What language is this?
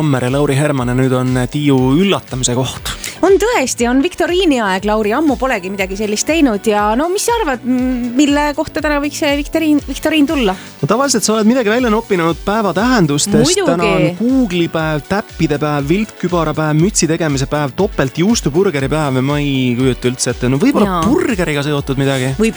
Estonian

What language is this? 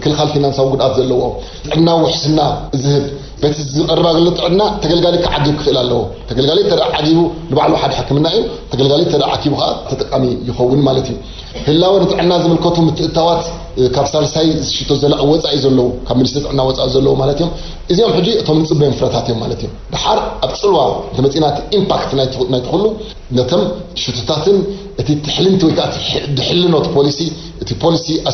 Tigrinya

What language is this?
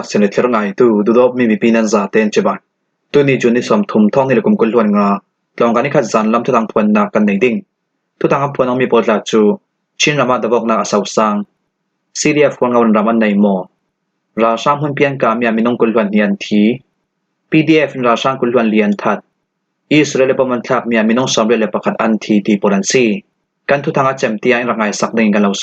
Falam Chin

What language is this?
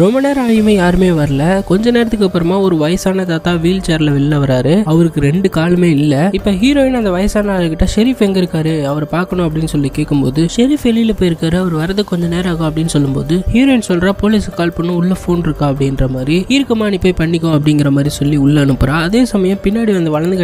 Tamil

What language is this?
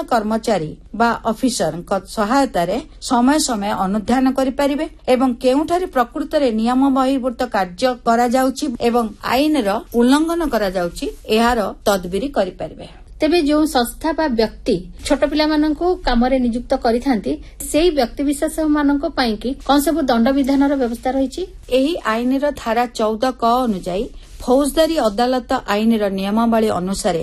Odia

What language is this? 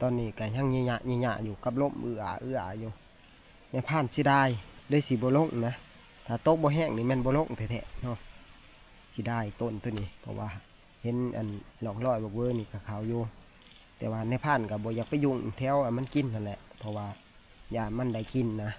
Northeastern Thai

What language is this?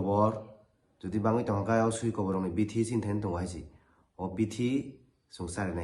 Kok Borok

